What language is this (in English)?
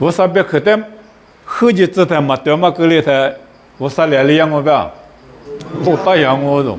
Lisu